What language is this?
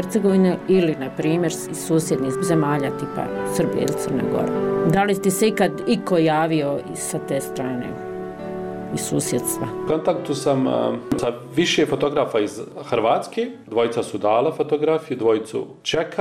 Bosnian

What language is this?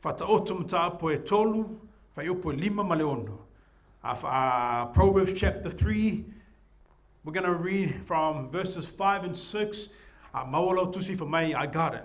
Samoan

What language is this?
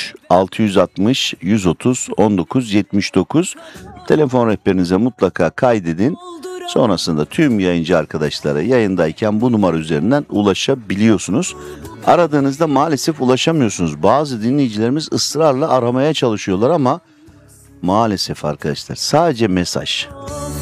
Turkish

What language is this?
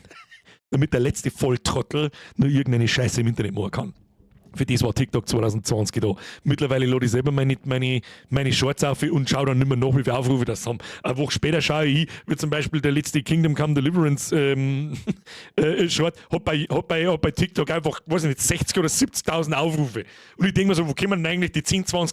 Bavarian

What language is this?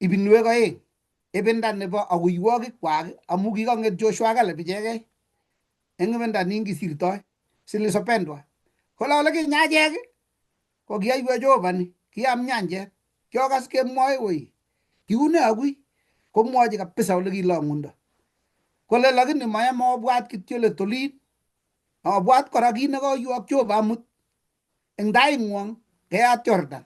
Kalenjin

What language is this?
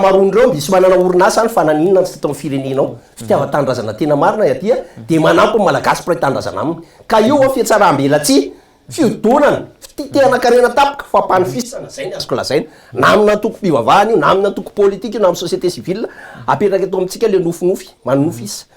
Malagasy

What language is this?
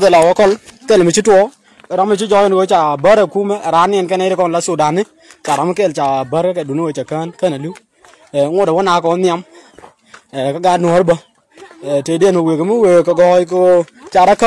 Nuer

